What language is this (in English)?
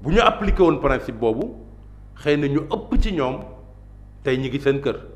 Wolof